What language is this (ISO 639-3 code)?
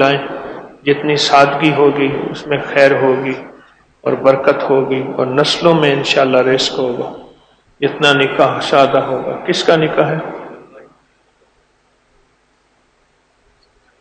urd